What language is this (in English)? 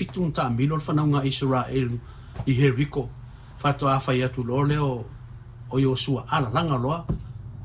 Samoan